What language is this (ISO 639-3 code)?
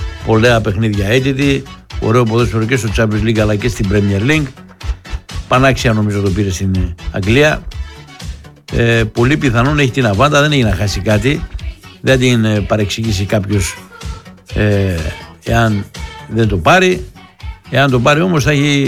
ell